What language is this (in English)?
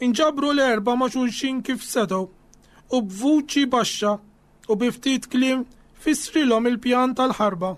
Maltese